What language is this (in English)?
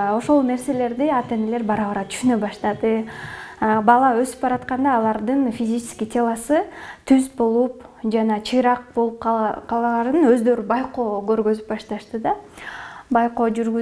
Kyrgyz